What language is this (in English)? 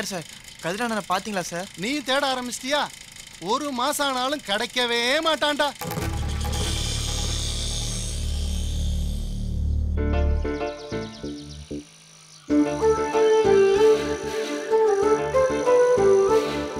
Tamil